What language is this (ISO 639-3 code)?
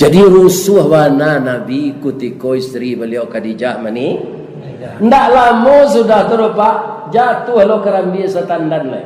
min